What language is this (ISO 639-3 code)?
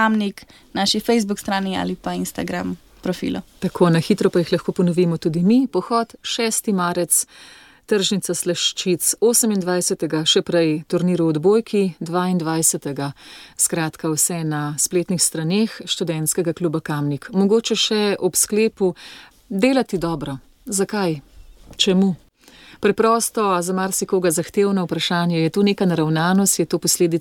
slv